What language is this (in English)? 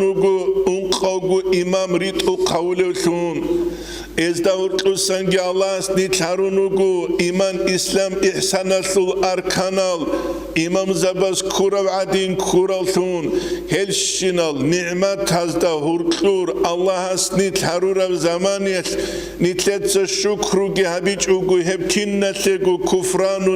Avaric